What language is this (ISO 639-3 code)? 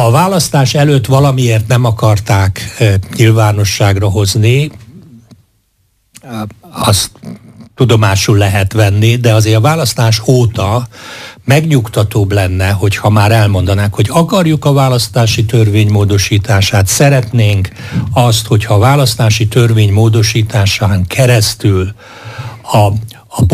hun